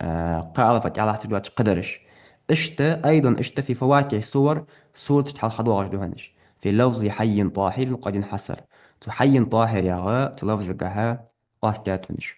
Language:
Ingush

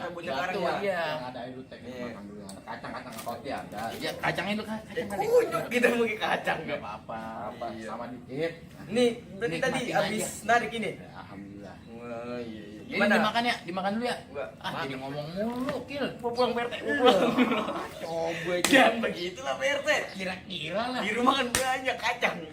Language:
Betawi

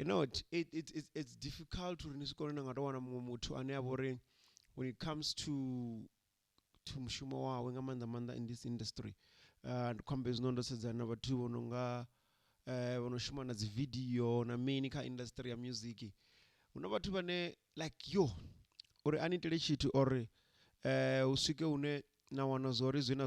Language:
Venda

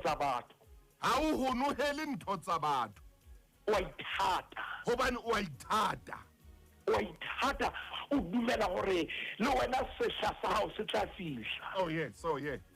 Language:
Southern Sotho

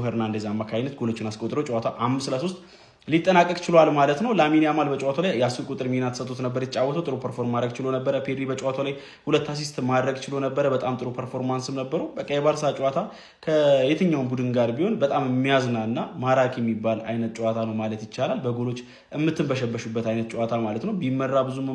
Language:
Amharic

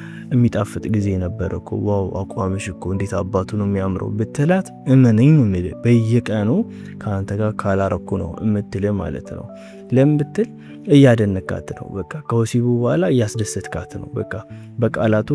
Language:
Amharic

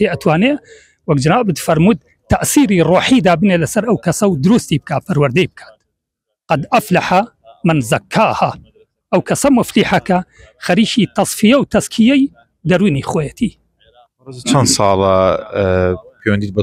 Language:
Central Kurdish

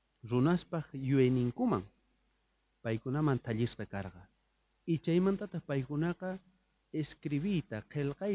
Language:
South Bolivian Quechua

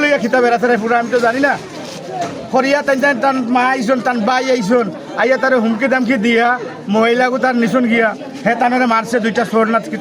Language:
Sylheti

